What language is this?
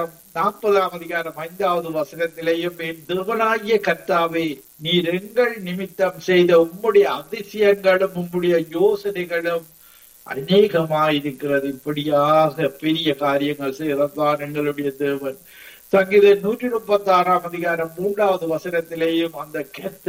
Tamil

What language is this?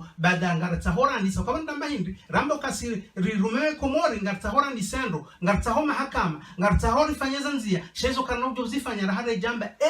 Ngazidja Comorian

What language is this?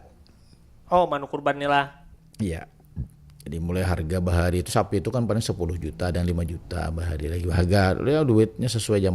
Banjar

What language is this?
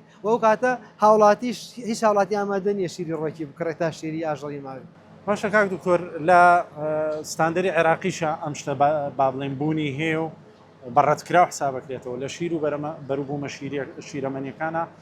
Central Kurdish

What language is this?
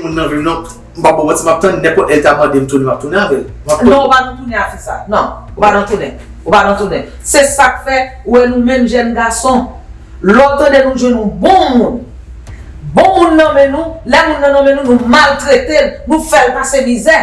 Haitian Creole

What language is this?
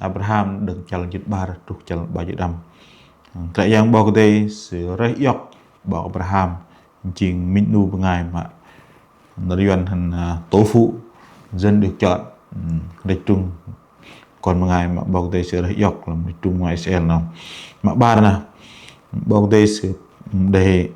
Bahnar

